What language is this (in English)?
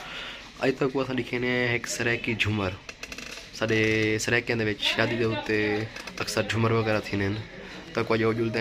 Saraiki